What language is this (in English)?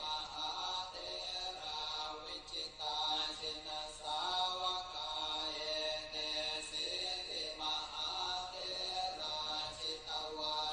Pali